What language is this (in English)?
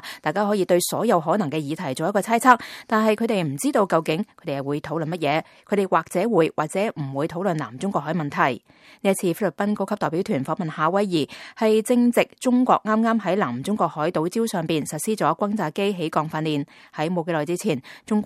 Cantonese